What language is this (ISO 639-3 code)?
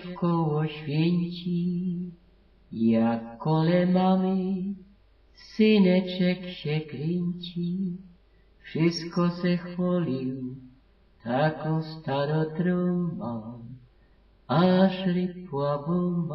szl